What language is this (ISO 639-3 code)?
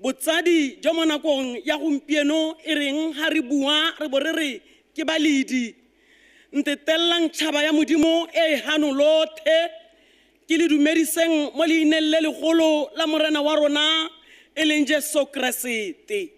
tsn